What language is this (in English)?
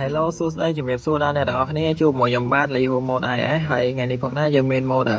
Khmer